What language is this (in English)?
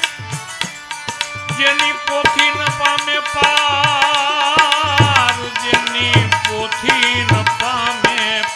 Gujarati